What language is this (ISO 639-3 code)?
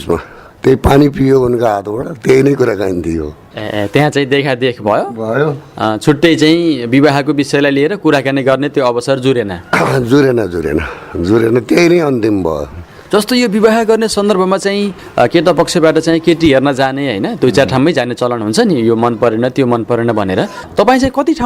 nep